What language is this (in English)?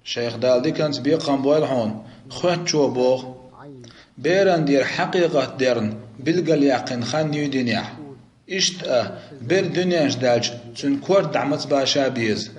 Chechen